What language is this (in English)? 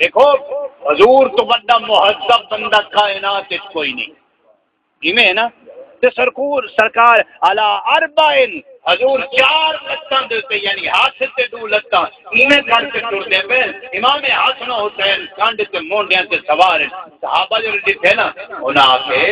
Saraiki